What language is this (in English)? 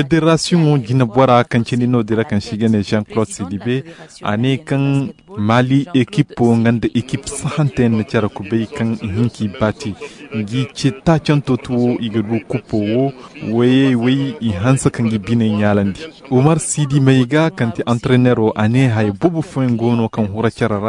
Koyraboro Senni